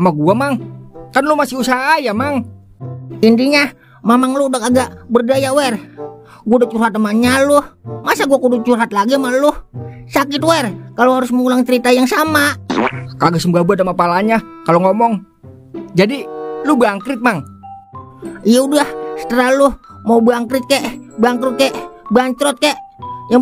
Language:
Betawi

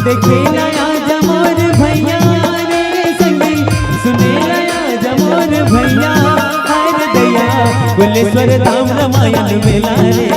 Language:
Chhattisgarhi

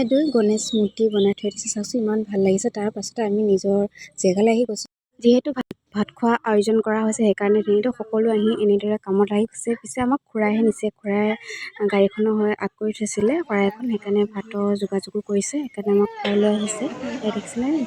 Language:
Assamese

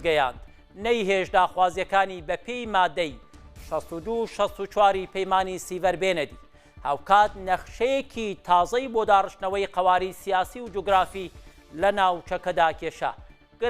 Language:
Central Kurdish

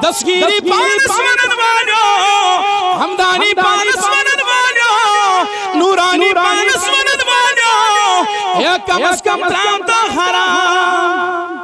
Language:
Kashmiri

